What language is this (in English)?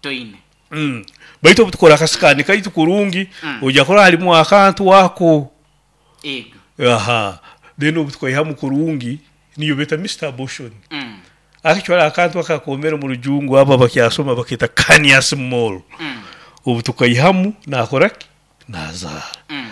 Nyoro